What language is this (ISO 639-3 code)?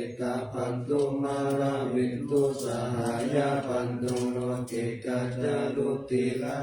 pli